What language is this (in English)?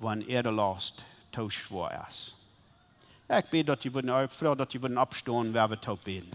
Plautdietsch